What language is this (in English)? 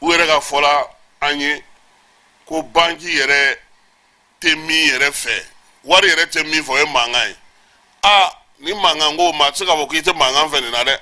Bambara